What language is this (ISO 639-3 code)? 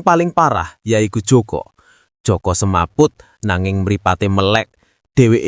jav